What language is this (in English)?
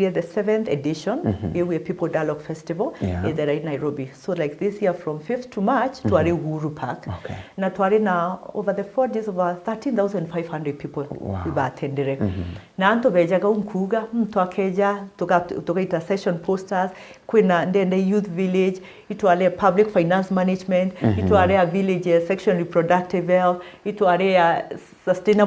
Meru